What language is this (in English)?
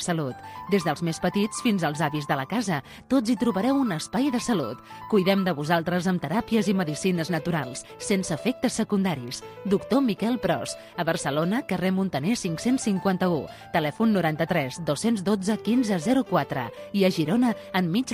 Catalan